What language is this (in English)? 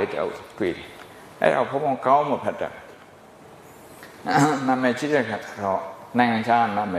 Burmese